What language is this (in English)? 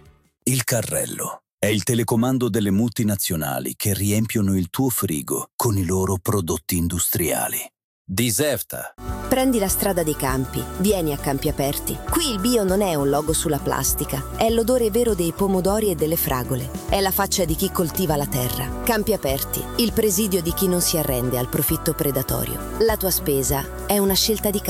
Italian